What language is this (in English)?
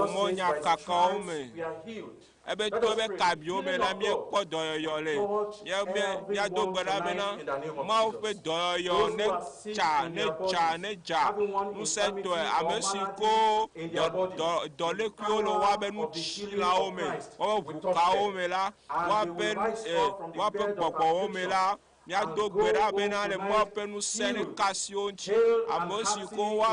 Ewe